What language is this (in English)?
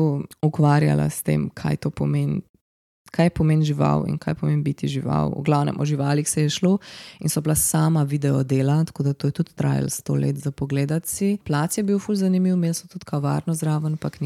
Slovenian